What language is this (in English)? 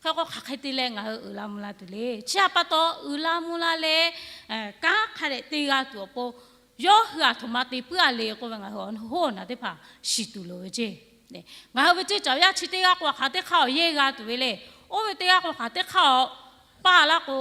Lahu